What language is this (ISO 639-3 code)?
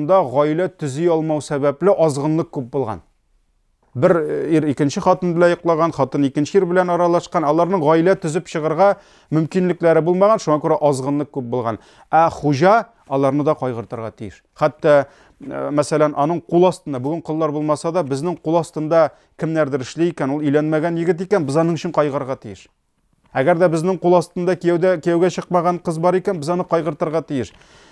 tat